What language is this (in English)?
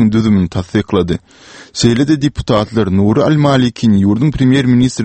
Turkmen